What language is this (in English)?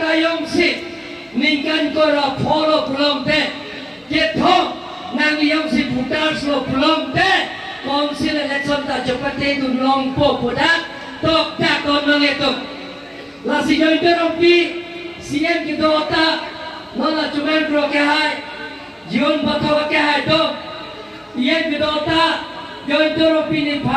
Karbi